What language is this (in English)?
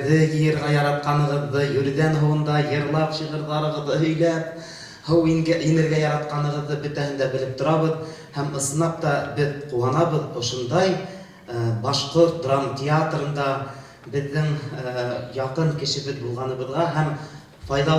Bashkir